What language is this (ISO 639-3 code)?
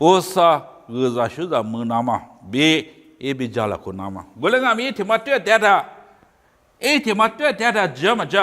lis